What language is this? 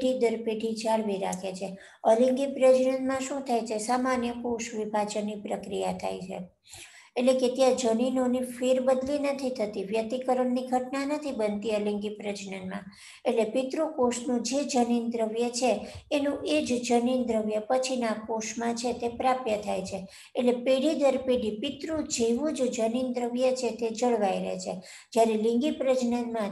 Gujarati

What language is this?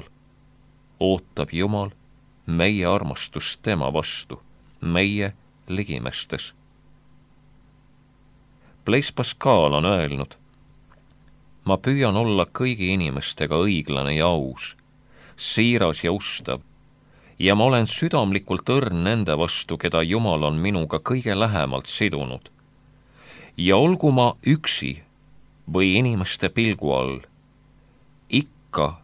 Estonian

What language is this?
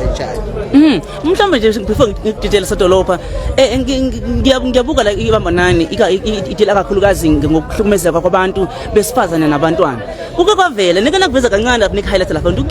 Zulu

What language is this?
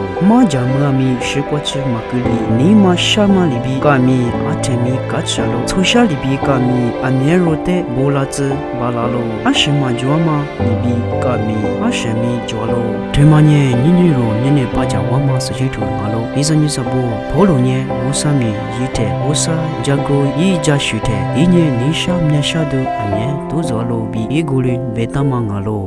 Lisu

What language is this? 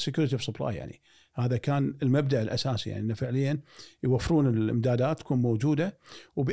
Gulf Arabic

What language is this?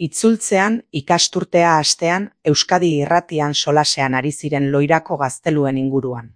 Basque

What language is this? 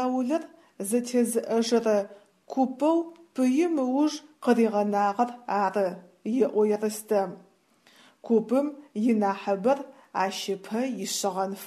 Adyghe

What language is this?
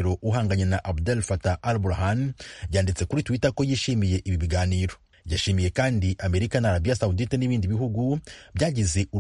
Kinyarwanda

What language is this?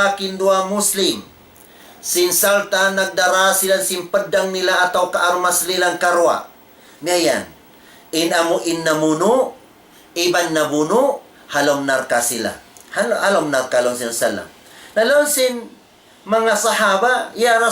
Tausug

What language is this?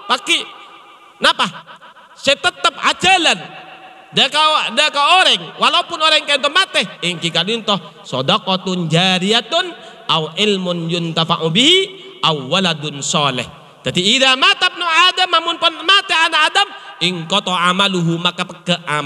Madurese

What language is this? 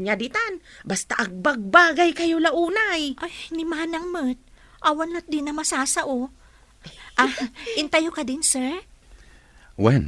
Iloko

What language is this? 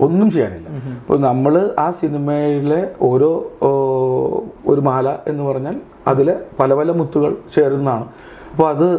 Malayalam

